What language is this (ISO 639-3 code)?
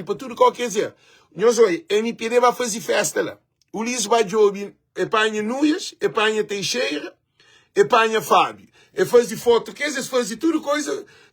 kea